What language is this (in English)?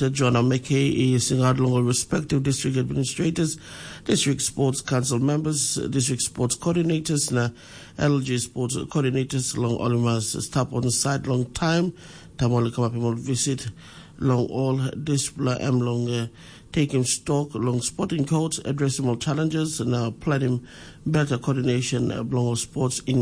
Tok Pisin